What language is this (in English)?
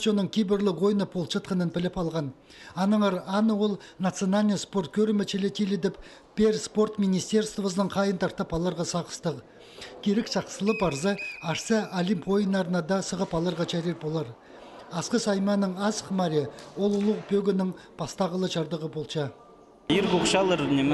Khakas